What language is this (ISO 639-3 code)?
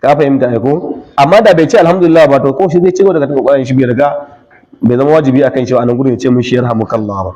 hau